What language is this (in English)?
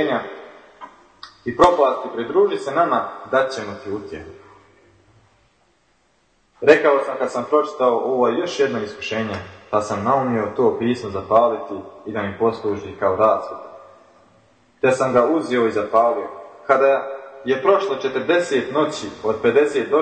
Bosnian